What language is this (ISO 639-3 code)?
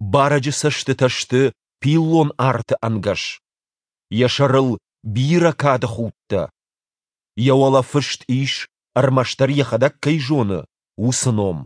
oss